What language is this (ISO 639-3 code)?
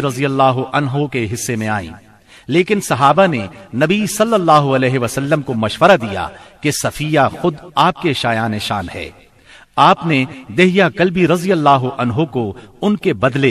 urd